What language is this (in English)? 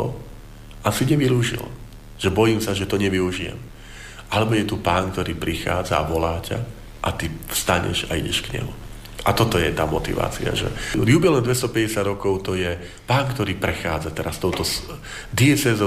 Slovak